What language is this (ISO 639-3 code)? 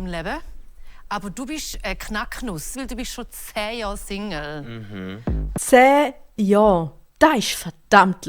gsw